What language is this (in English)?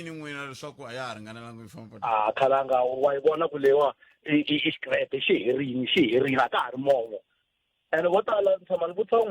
Tsonga